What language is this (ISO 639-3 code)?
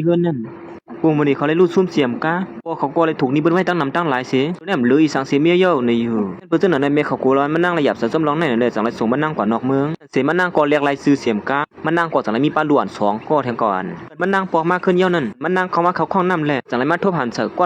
shn